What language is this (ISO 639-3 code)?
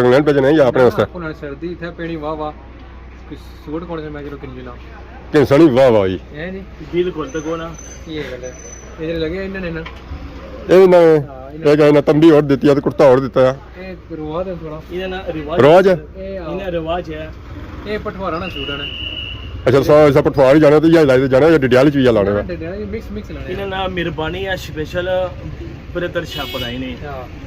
phr